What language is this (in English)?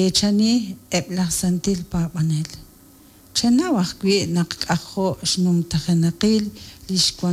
Kekchí